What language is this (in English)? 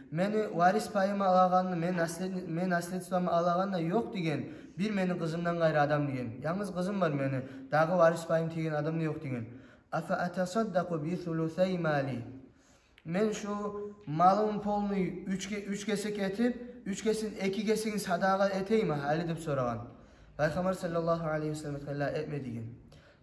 Kumyk